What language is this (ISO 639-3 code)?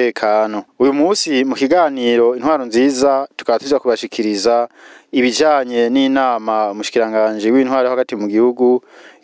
run